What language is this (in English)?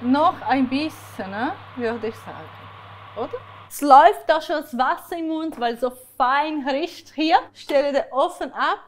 Swiss German